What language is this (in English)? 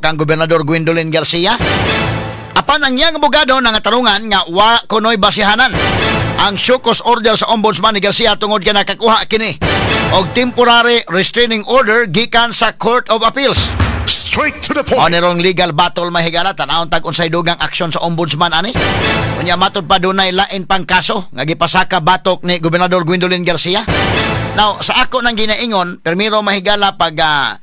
Cebuano